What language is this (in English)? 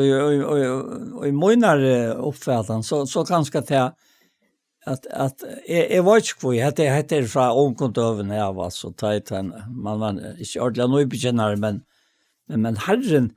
Faroese